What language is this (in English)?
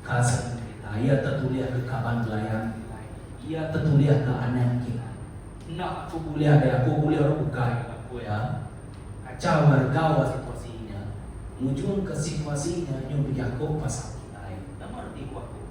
Iban